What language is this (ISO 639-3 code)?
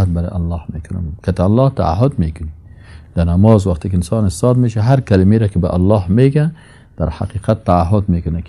fas